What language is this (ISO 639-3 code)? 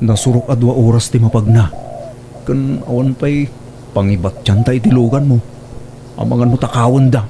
ilo